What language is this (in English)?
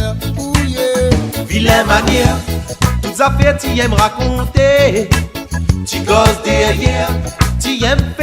Réunion Creole French